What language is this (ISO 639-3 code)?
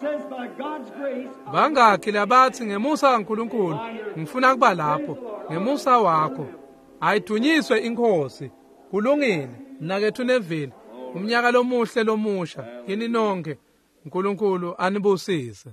ssw